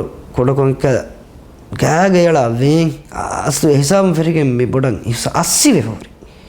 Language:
Divehi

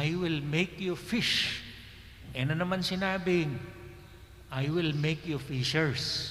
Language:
Pampanga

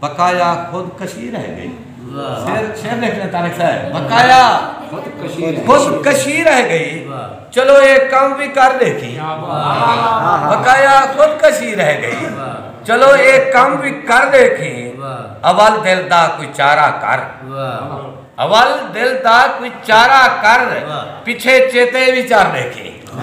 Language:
Saraiki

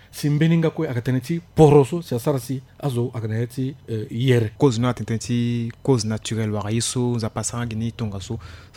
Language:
Sango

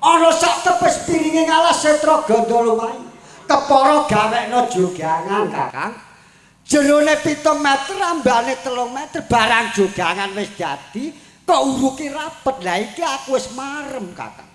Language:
Javanese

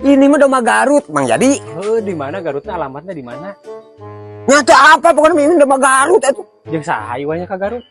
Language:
Sundanese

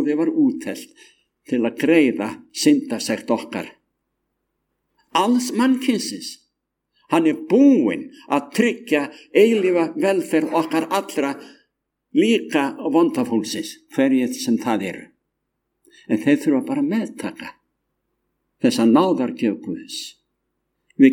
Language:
Icelandic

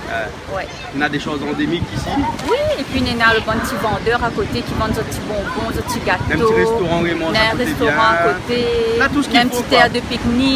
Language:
Réunion Creole French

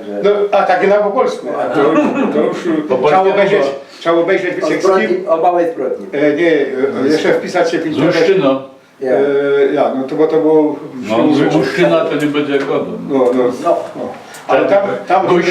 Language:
Silesian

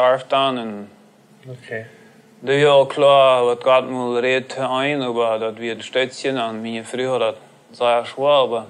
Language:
Plautdietsch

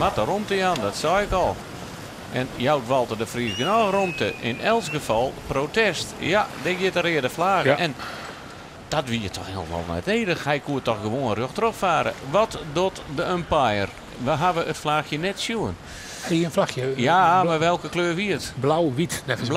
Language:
Western Frisian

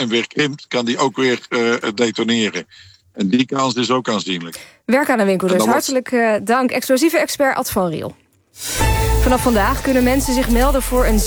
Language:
Dutch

